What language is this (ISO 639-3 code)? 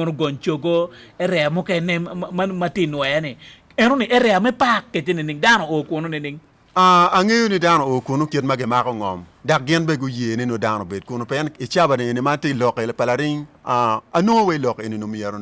ach